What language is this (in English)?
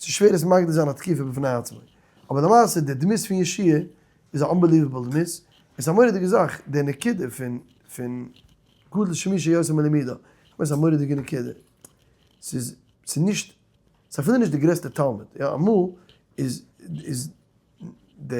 Yiddish